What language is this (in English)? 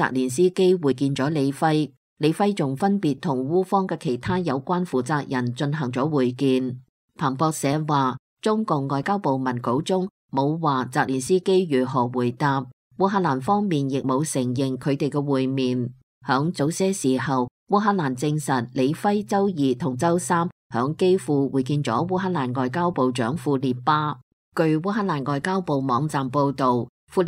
Cantonese